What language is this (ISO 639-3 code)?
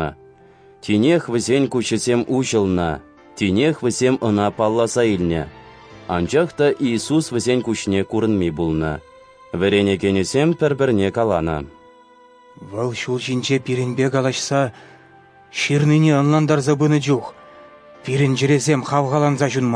chv